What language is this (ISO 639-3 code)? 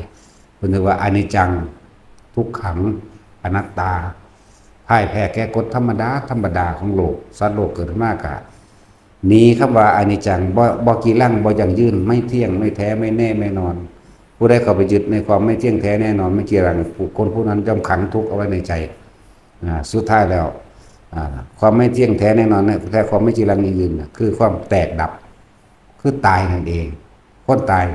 tts